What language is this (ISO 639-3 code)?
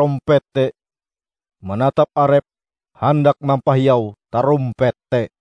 nij